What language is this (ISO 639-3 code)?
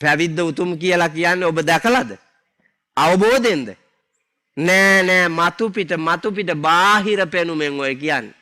sin